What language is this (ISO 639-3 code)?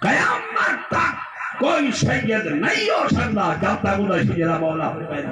skr